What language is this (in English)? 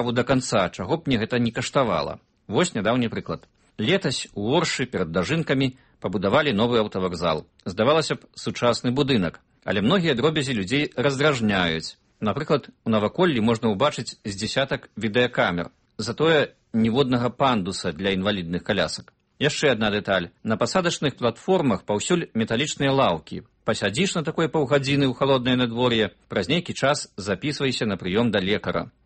Belarusian